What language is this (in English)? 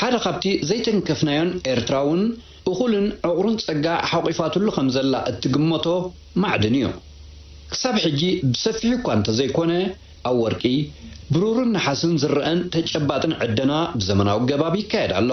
Tigrinya